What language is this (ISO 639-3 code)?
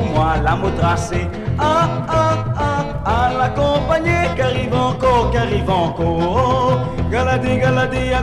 mfe